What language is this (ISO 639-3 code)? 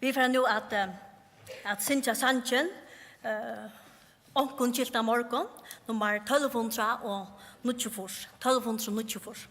fao